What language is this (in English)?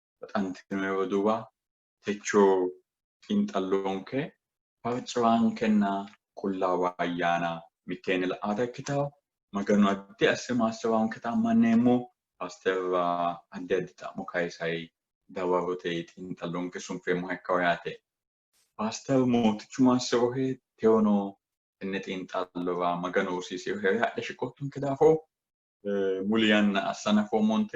Sidamo